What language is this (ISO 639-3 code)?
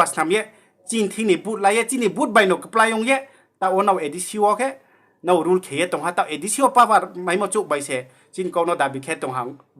ria